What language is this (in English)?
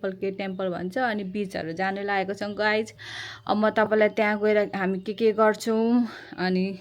Nepali